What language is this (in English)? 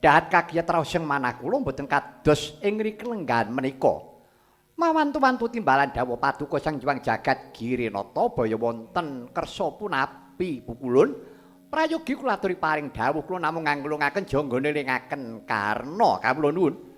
Javanese